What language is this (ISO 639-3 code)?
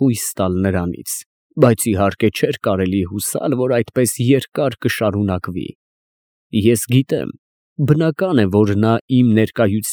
hye